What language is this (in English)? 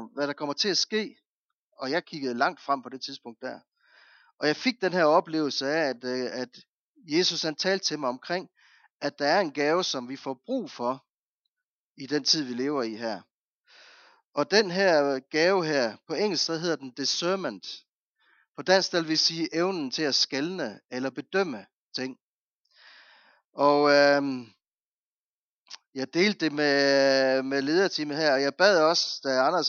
Danish